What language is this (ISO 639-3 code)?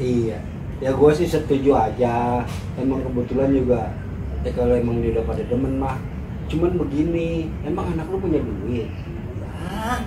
bew